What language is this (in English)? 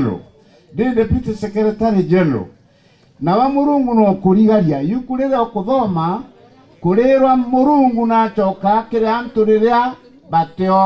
Meru